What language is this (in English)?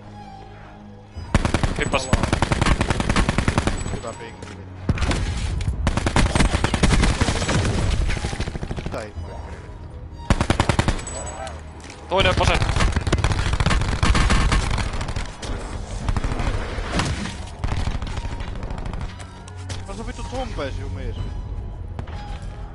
Finnish